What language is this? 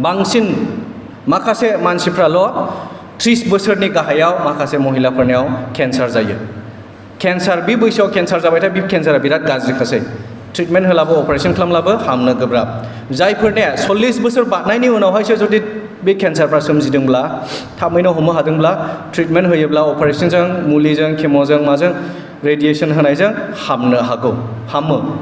Bodo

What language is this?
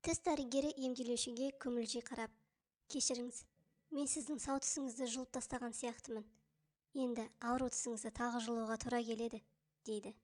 Kazakh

